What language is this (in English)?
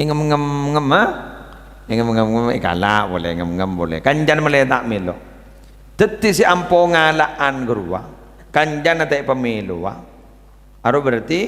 Madurese